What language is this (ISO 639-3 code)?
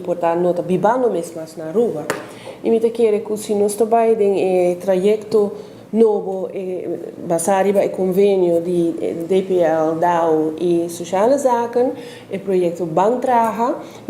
pap